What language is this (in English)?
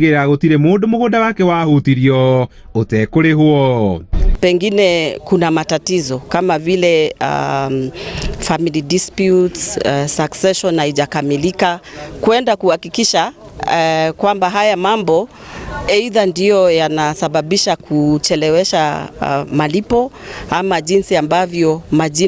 Kikuyu